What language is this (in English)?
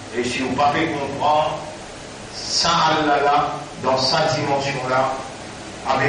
Morisyen